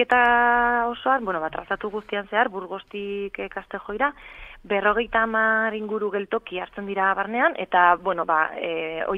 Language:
Basque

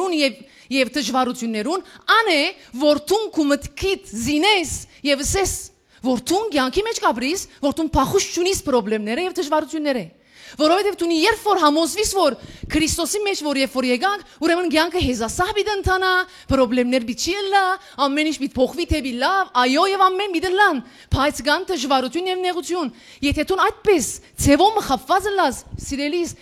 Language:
Western Armenian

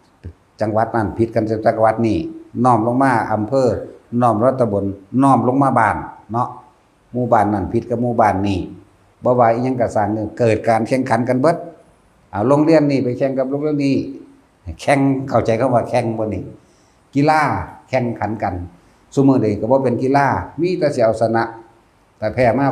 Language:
Northeastern Thai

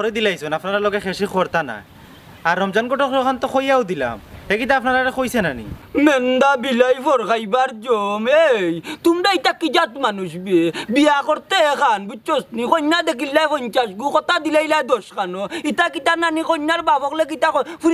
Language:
Sylheti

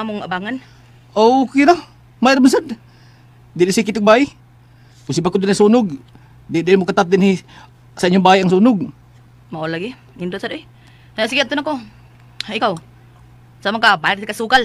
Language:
Cebuano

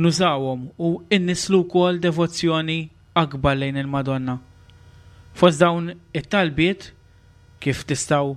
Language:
Maltese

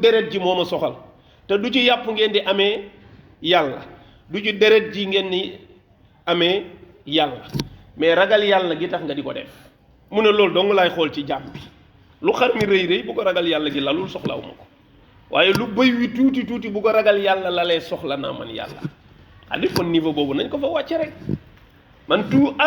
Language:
Wolof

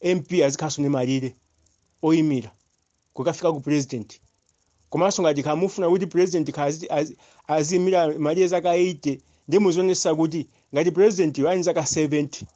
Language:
Nyanja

